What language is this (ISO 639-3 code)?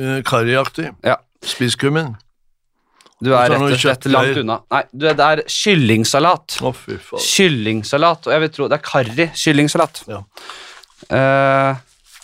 nor